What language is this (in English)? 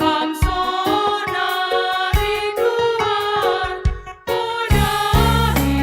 Batak Simalungun